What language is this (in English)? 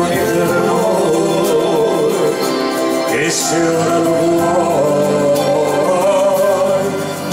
Italian